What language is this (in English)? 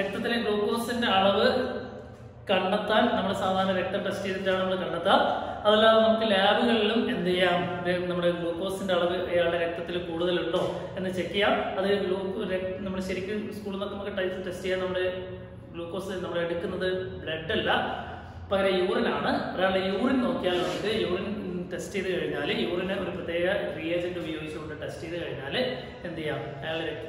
Malayalam